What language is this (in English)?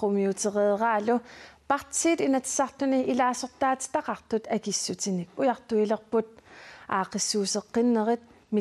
Kalaallisut